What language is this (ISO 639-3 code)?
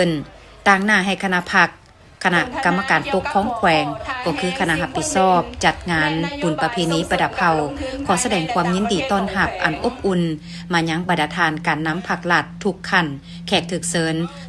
lao